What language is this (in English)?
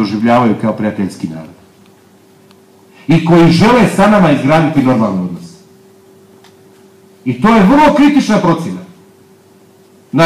Croatian